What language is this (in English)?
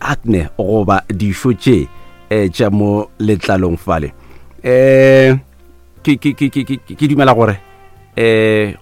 Northern Sotho